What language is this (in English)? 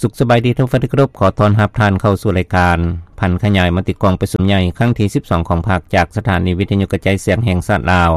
Lao